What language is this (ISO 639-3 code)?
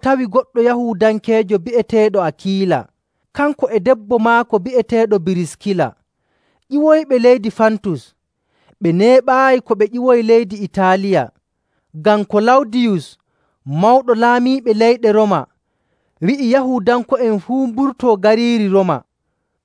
fuv